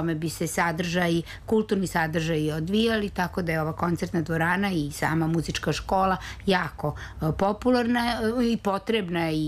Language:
Serbian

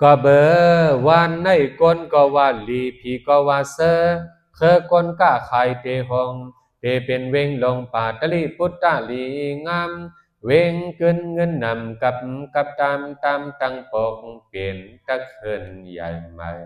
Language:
Shan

